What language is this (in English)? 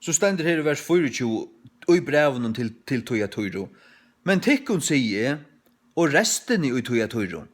Faroese